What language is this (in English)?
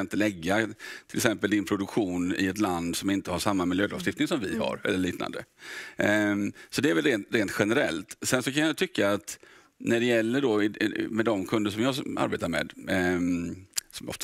Swedish